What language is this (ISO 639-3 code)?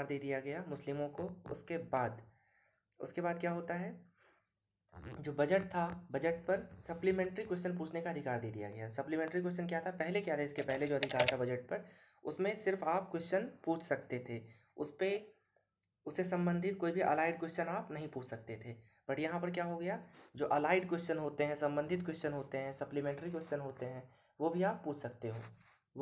hin